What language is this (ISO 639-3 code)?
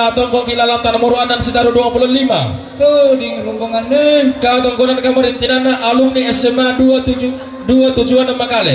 sda